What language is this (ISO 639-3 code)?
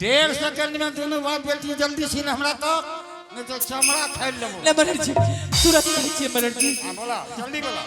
anp